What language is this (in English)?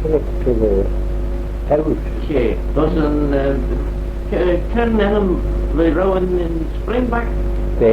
Manx